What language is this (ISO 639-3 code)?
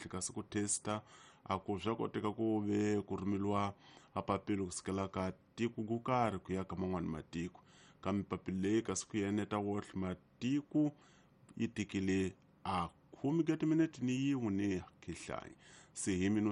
tso